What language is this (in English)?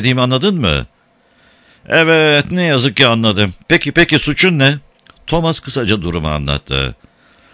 Turkish